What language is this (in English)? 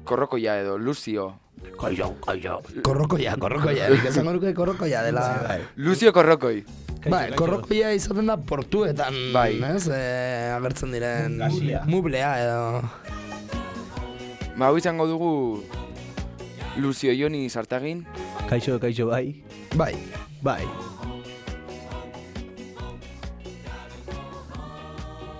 Basque